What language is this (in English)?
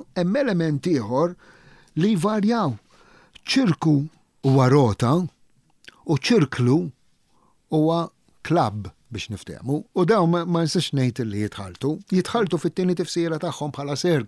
Maltese